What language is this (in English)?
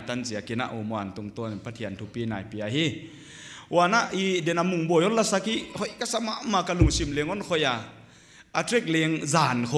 Paite Chin